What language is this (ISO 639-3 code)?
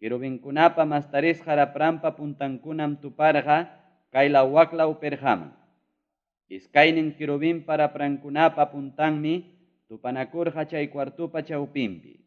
quy